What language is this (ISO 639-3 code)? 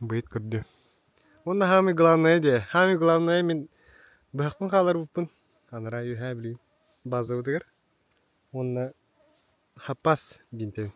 sah